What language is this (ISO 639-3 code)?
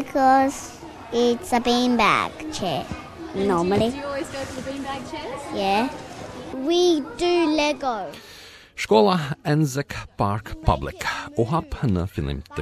sqi